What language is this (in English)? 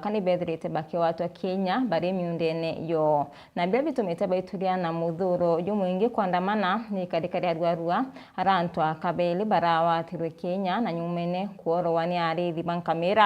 Meru